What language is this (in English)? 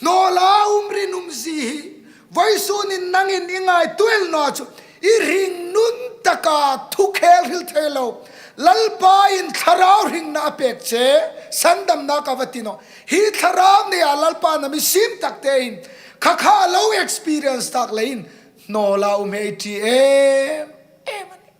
Hmar